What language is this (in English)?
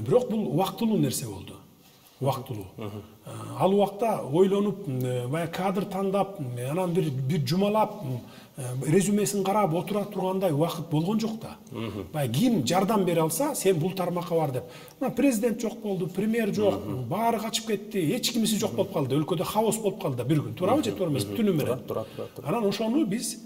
Kyrgyz